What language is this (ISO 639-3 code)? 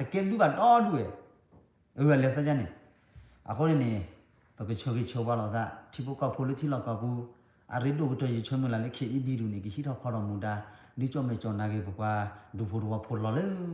ksw